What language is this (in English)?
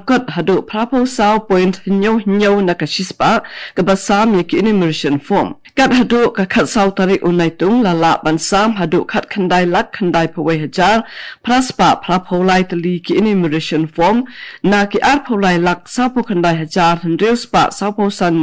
Khasi